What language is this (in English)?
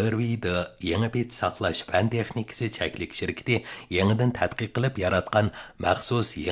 Uyghur